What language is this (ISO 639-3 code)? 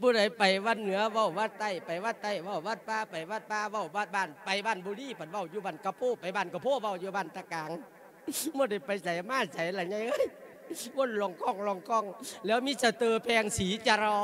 lao